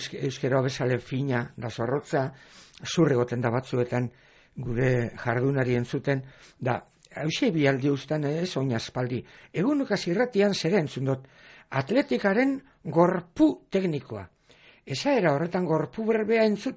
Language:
Basque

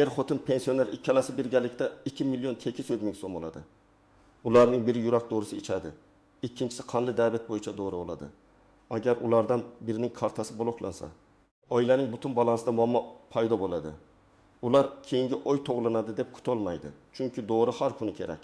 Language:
Uzbek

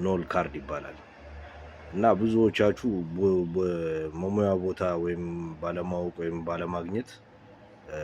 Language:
Amharic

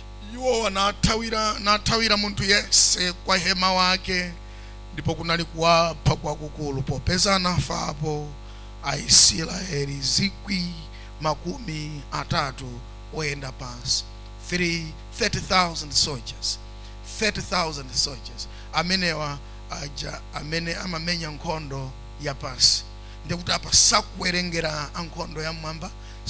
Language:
Nyanja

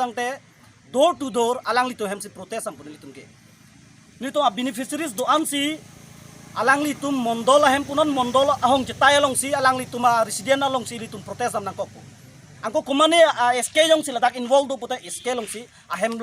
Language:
Karbi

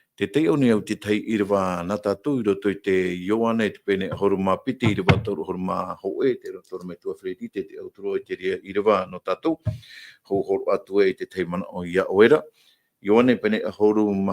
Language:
Tahitian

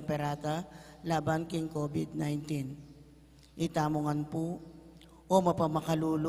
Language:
Pampanga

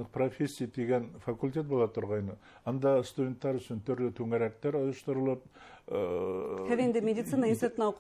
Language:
Bashkir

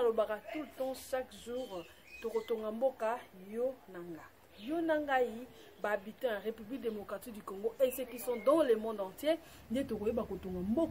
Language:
Lingala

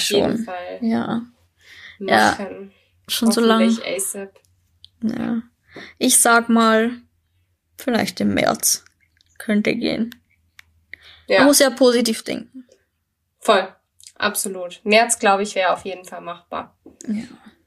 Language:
German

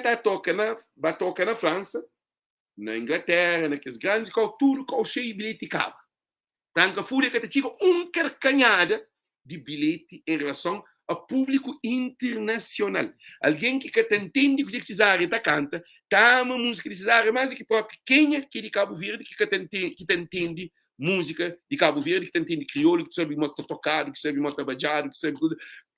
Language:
Kabuverdianu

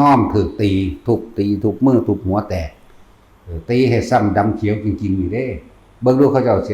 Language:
Northeastern Thai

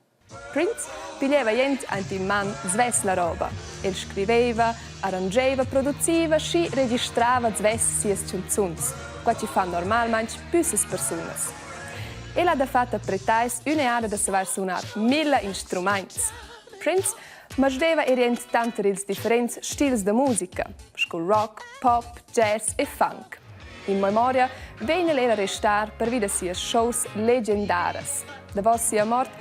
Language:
Romansh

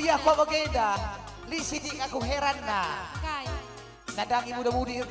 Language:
Batak Karo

